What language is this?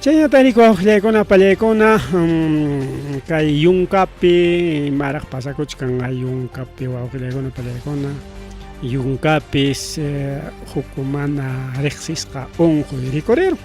Ayacucho Quechua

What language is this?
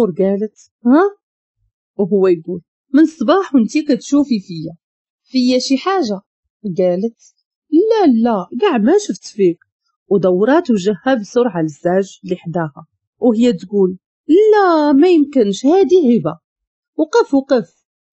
Moroccan Arabic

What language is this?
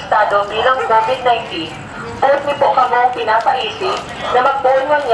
Bikol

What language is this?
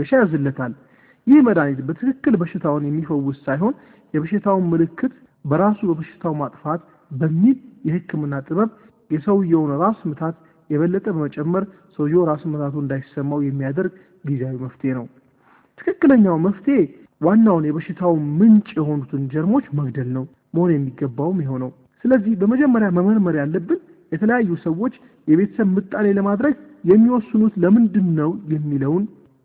Amharic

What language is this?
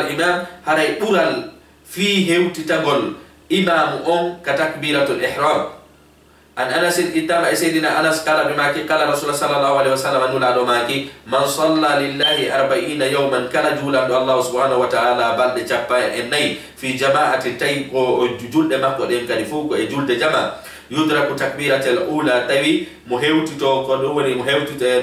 Fula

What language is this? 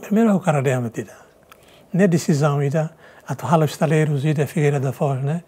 Tetum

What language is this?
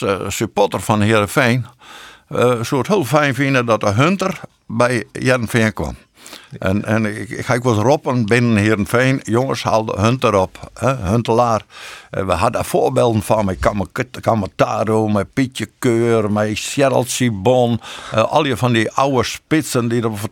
Western Frisian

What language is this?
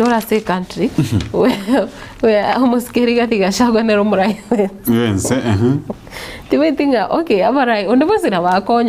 Gusii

